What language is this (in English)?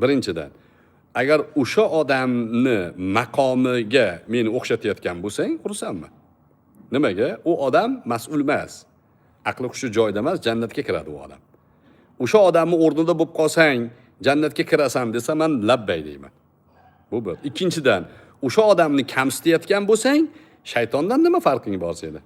Uzbek